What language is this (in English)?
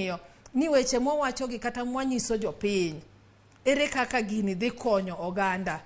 Luo (Kenya and Tanzania)